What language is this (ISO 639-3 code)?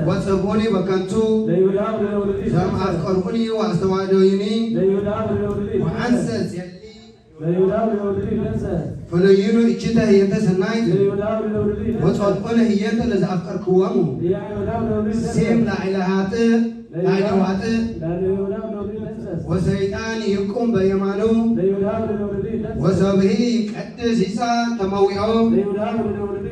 gez